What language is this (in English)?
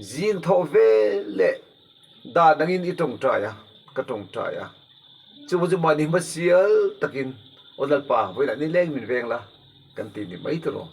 Mizo